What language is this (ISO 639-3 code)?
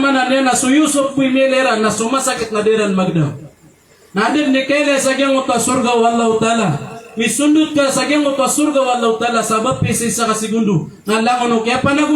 mrw